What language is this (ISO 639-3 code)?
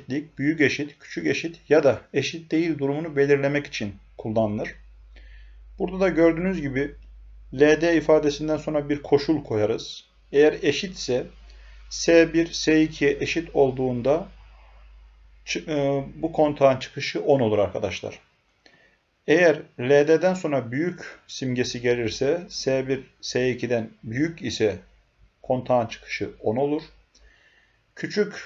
tur